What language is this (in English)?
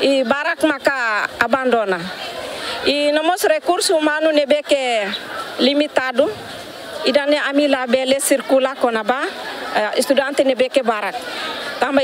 Tetum